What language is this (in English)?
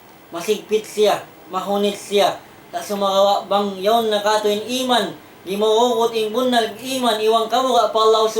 Tausug